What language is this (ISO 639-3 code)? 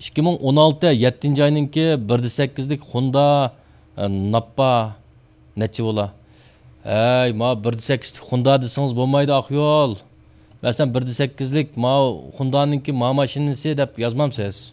uig